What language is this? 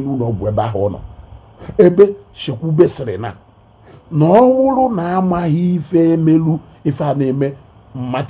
Igbo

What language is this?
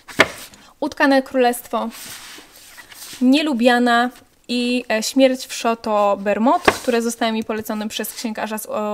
Polish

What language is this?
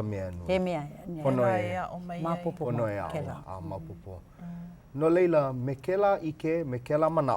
Hawaiian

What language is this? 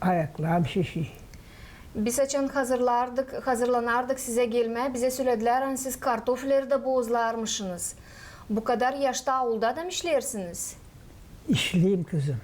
Gagauz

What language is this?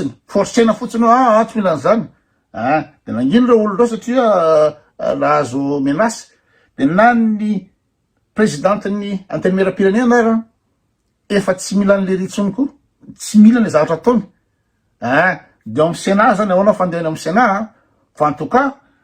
Malagasy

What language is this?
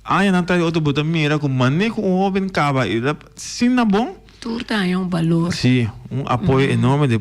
Papiamento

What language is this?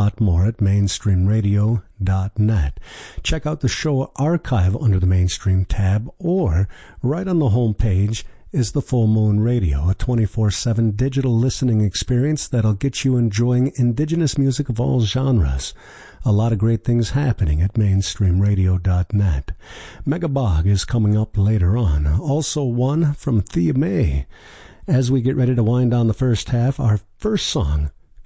English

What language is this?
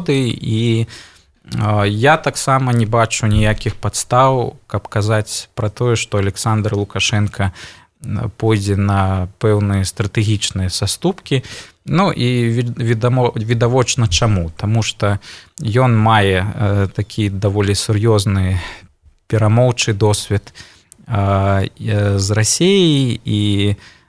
Belarusian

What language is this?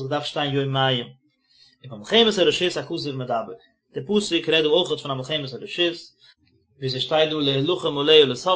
Yiddish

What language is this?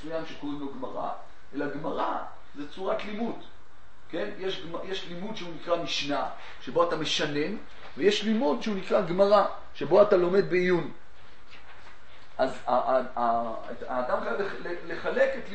Hebrew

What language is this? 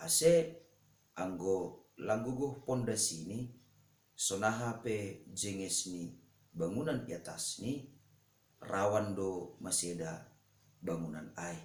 Batak Simalungun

